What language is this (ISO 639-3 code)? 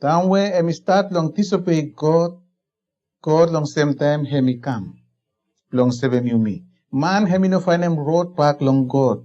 bis